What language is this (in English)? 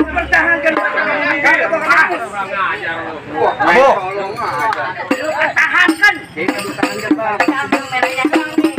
Betawi